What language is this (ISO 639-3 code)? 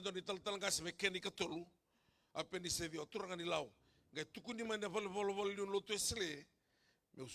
fij